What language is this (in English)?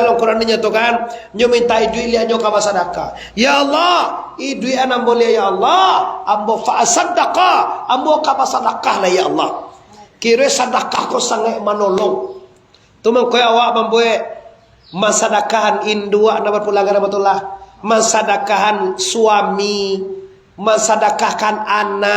Minangkabau